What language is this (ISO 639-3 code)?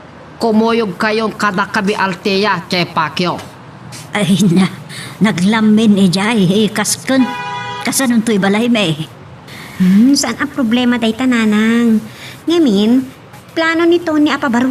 ilo